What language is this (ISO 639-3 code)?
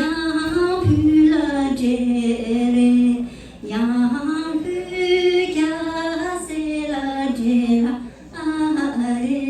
bod